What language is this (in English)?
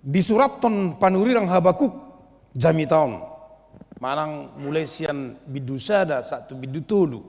Batak Toba